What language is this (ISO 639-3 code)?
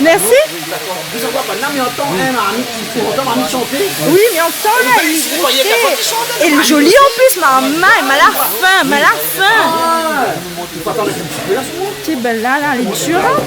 rcf